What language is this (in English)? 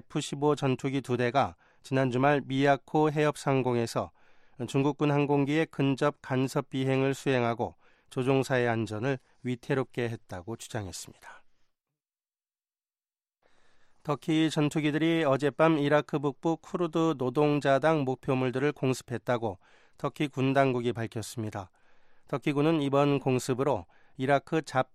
Korean